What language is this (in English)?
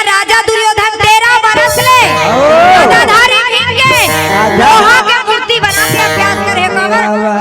Chhattisgarhi